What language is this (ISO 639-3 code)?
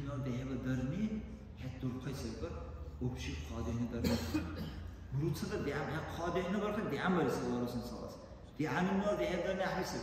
dar